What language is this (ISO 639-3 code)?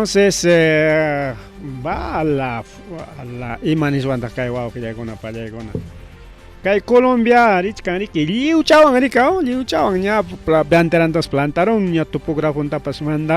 quy